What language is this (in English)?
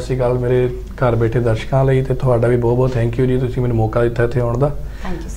Punjabi